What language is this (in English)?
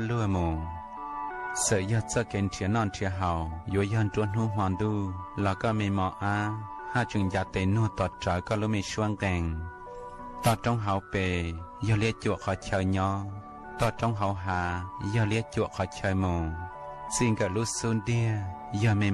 Hmong